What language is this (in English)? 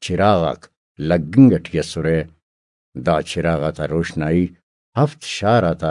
Brahui